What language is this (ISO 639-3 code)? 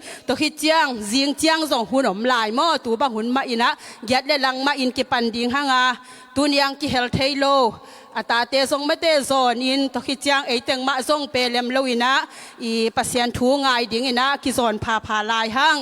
ctd